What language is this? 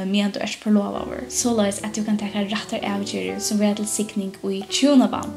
Faroese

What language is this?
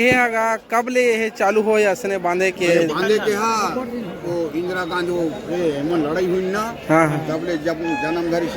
Chhattisgarhi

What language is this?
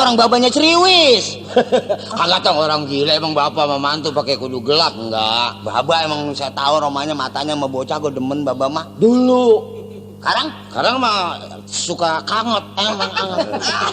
Betawi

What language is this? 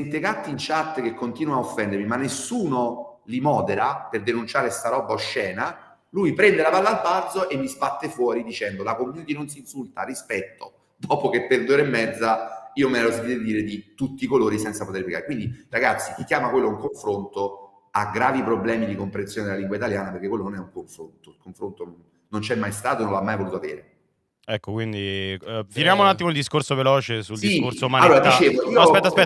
Italian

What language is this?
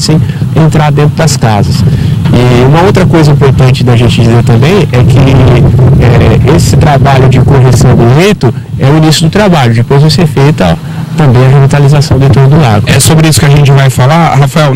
Portuguese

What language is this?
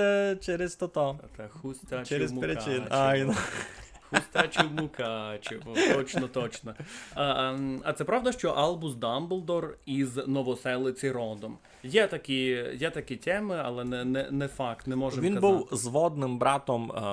Rusyn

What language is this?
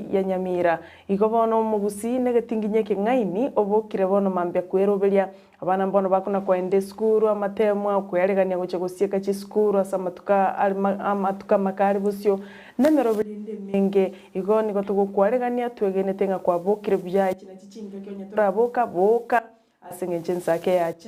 Gusii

